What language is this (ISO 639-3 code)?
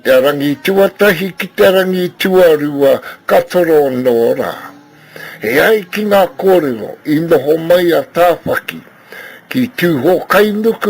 mri